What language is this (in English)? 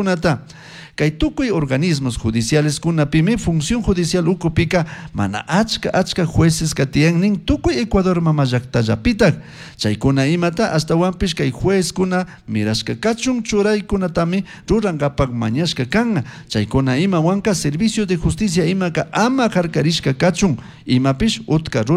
Chimborazo Highland Quichua